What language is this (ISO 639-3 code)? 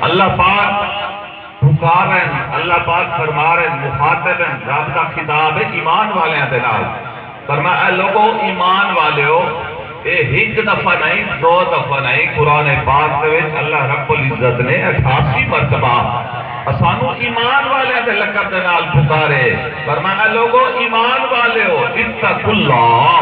skr